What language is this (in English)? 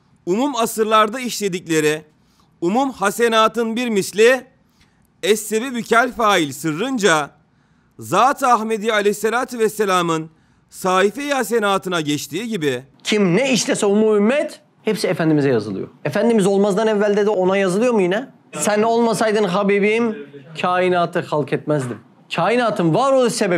Turkish